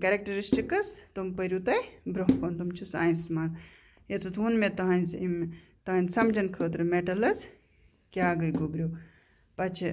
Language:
Kashmiri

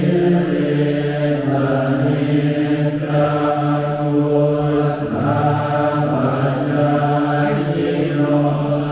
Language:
Pali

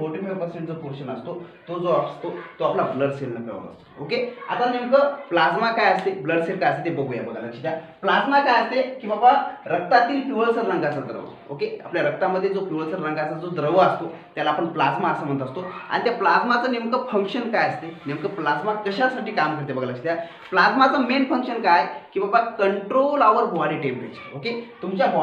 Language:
Marathi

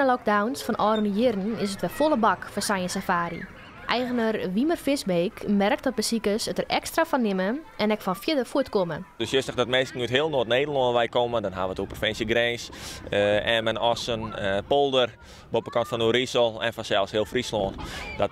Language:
Western Frisian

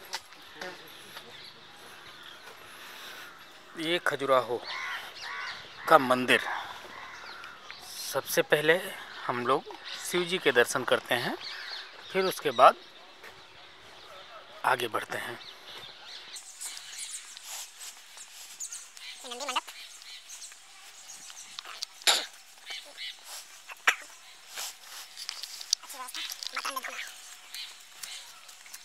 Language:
Hindi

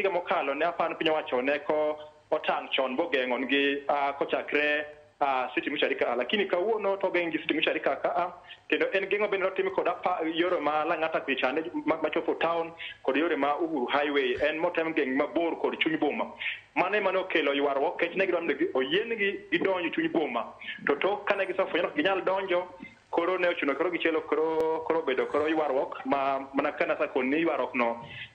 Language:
Luo (Kenya and Tanzania)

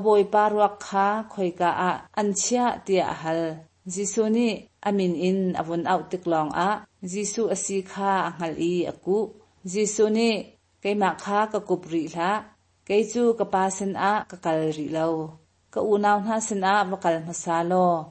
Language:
Hakha Chin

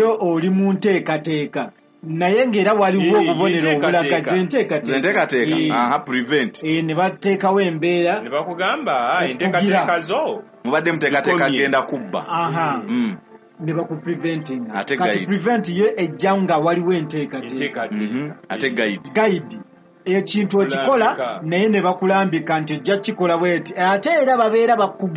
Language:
Ganda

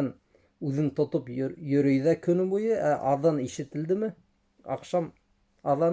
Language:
Bashkir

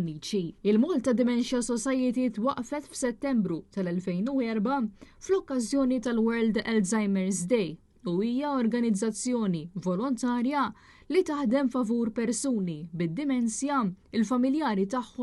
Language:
Maltese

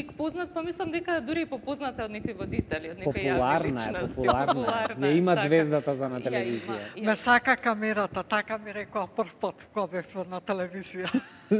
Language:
Macedonian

